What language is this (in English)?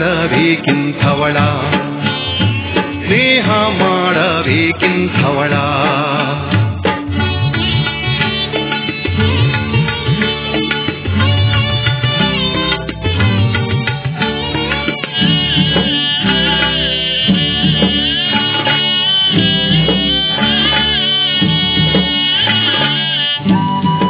Kannada